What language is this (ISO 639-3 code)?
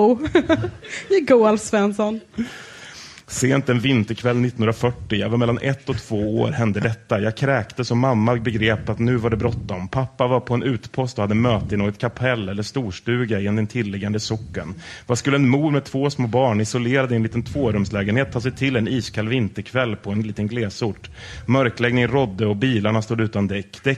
swe